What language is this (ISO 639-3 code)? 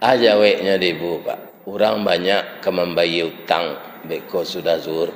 min